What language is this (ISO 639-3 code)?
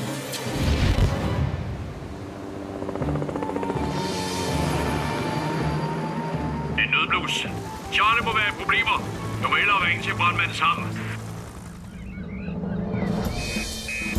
dan